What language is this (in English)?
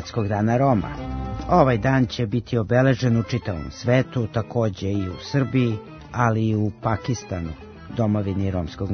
Serbian